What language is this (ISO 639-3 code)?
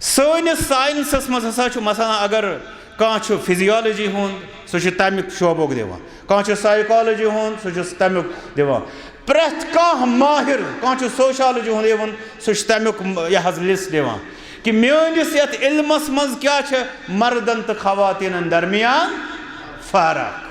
kas